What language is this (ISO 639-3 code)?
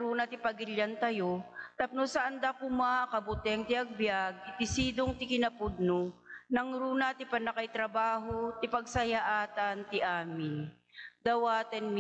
ilo